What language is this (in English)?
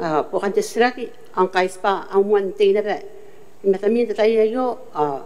Gilbertese